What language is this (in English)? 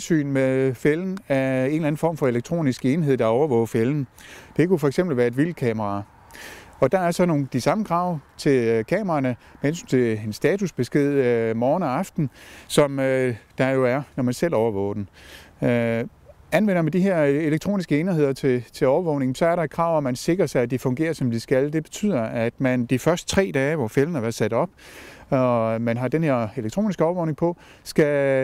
Danish